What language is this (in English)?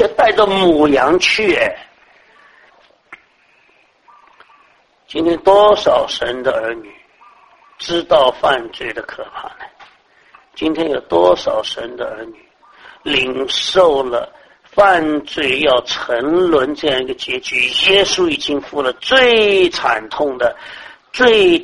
Chinese